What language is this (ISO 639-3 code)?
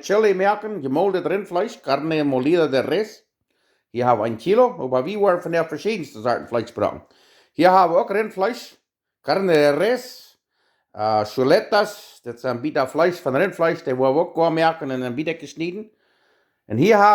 pdt